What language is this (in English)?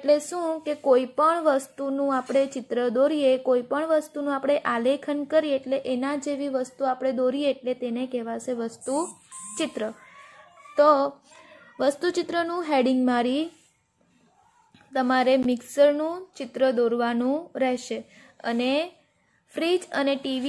Gujarati